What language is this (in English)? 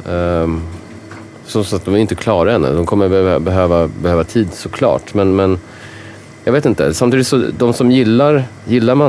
Swedish